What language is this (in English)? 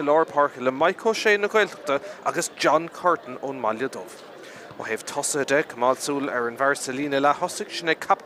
Irish